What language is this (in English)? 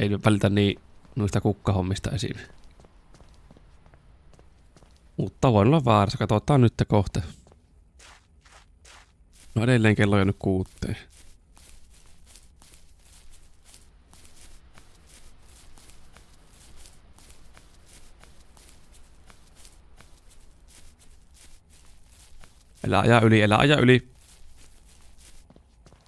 Finnish